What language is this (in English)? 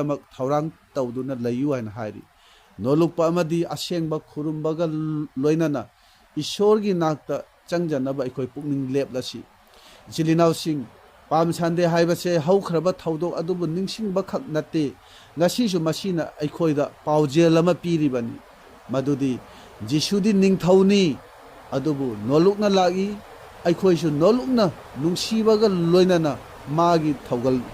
Manipuri